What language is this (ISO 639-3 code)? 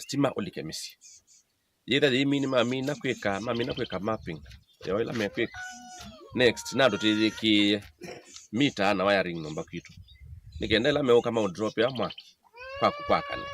kam